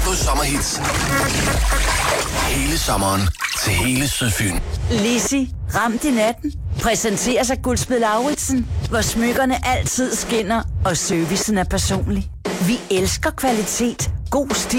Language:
Danish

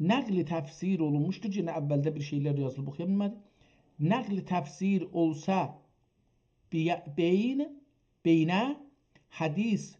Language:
South Azerbaijani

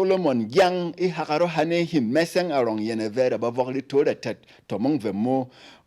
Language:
Berom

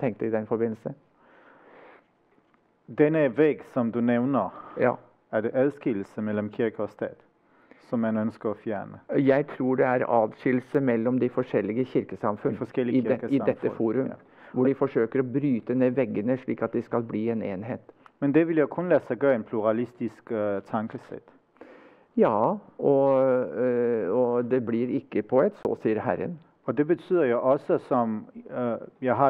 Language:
Danish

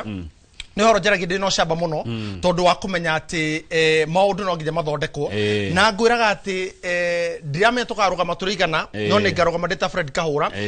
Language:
Kikuyu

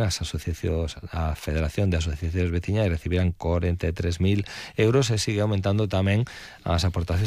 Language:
Galician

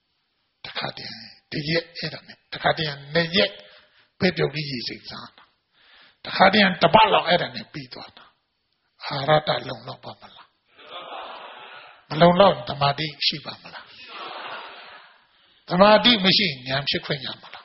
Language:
Burmese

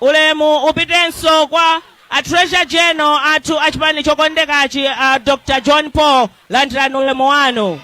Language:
Nyanja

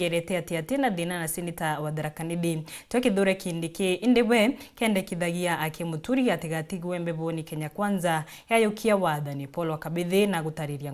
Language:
Meru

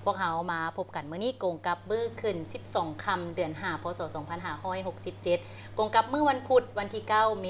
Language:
Lao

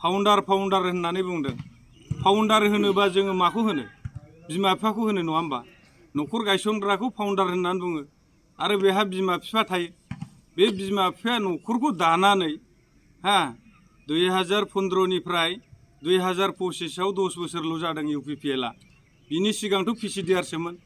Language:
Bodo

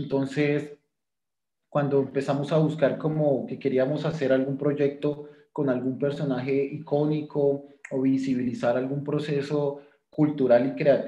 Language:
Spanish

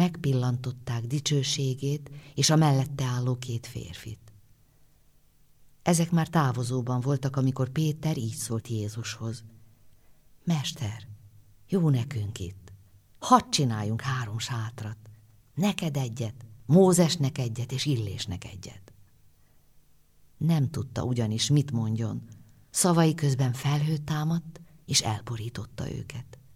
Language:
Hungarian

